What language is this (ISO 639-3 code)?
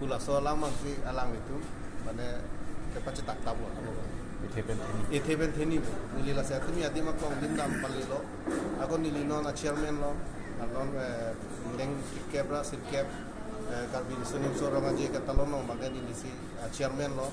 mjw